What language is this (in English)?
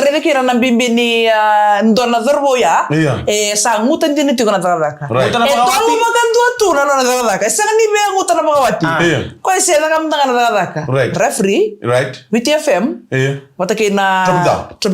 Fijian